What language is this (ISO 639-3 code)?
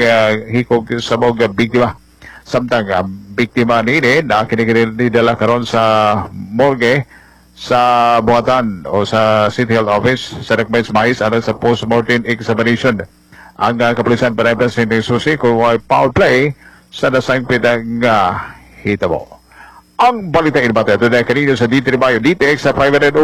ceb